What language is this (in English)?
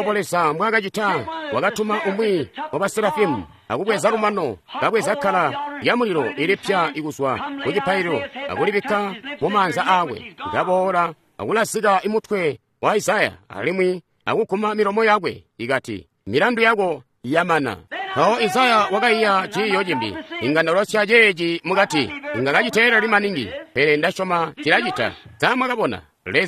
Tonga (Zambia)